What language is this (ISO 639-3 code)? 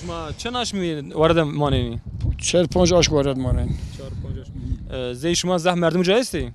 zza